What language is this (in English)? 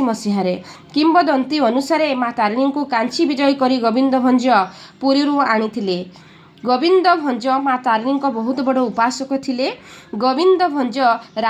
Odia